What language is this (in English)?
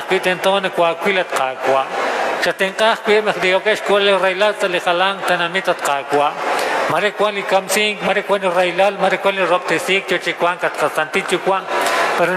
Kekchí